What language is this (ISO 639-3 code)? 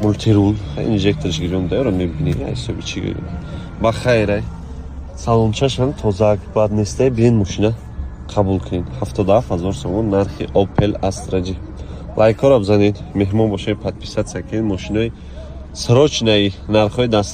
tgk